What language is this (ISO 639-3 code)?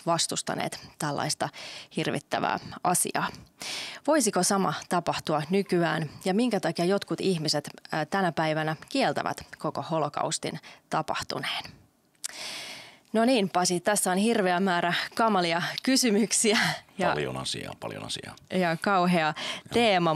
fin